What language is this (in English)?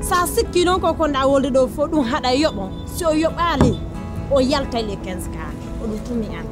Pular